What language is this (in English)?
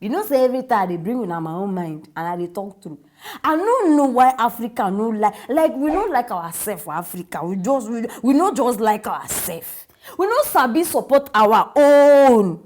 Nigerian Pidgin